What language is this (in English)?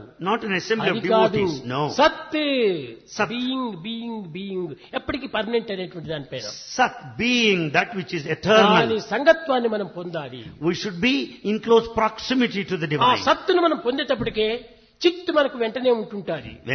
Telugu